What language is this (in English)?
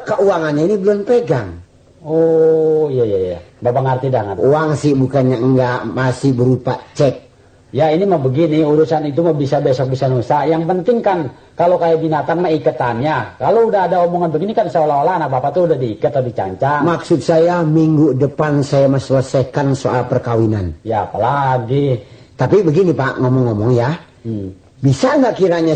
Betawi